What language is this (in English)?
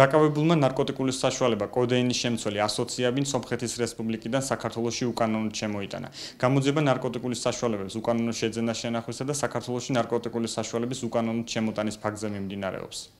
Georgian